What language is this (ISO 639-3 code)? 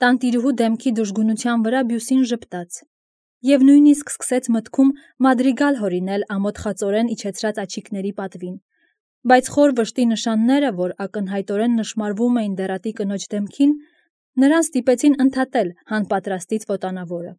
hye